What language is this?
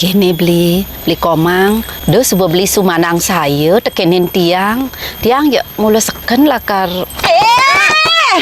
Balinese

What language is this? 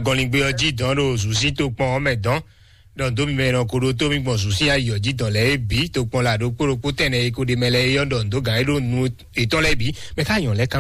Fon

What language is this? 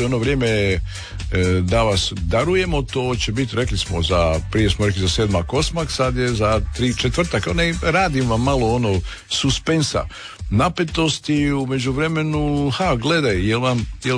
Croatian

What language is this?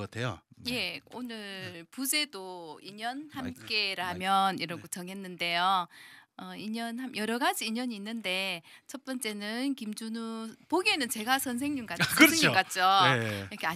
Korean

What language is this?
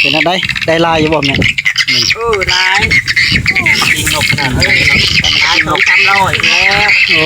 Northeastern Thai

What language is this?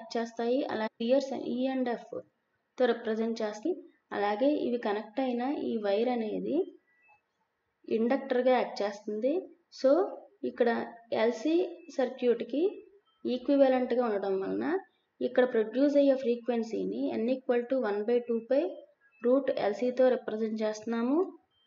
Telugu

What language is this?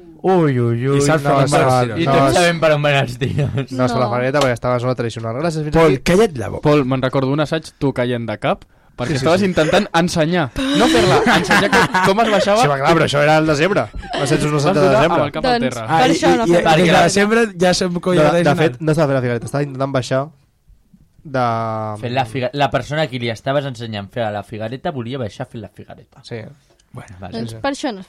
Catalan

